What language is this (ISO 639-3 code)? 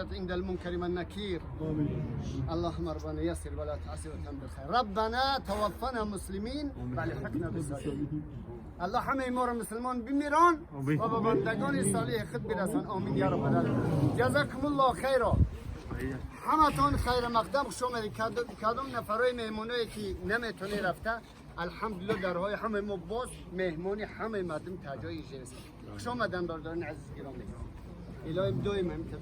tgk